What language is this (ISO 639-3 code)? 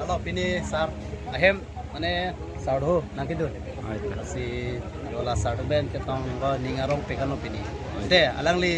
mjw